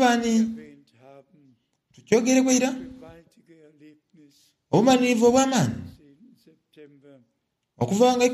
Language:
Soga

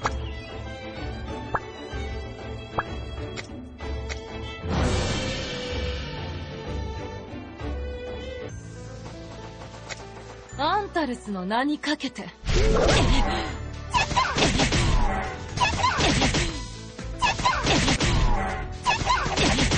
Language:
Japanese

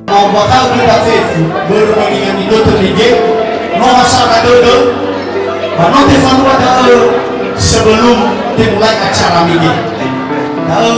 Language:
Nias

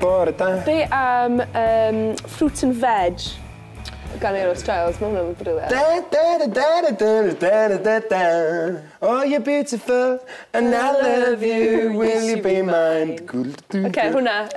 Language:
Welsh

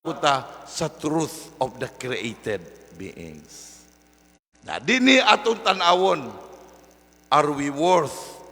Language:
Cebuano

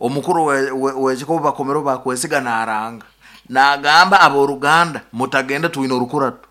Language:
Nyankole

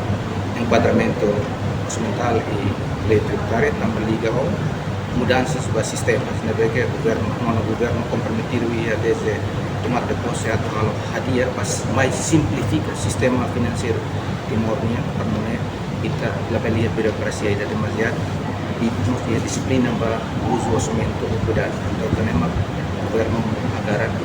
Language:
Tetum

